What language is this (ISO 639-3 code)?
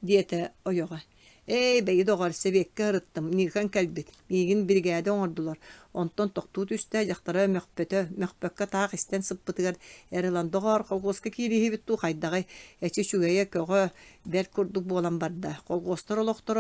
sah